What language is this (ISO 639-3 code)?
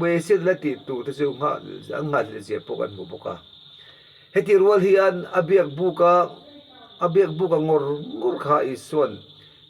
lus